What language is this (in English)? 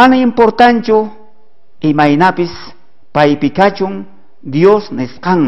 South Bolivian Quechua